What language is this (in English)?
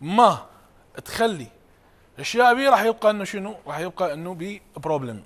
Mesopotamian Arabic